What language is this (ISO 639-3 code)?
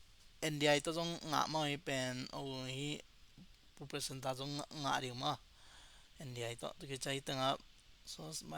ctd